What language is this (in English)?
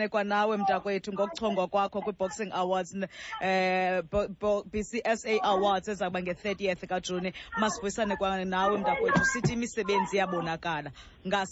Xhosa